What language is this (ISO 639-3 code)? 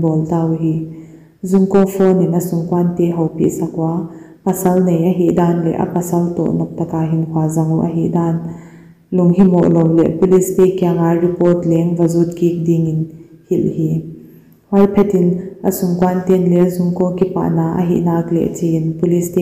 pck